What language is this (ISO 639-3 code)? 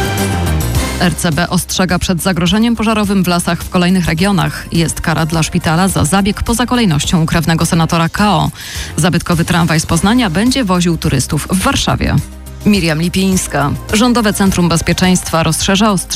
pol